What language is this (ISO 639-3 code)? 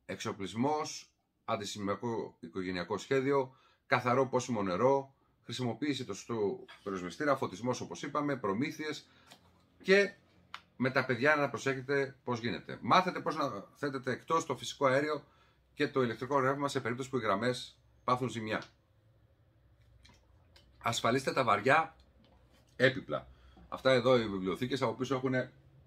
ell